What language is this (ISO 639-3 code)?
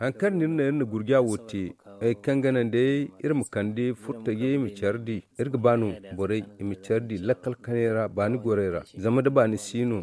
dje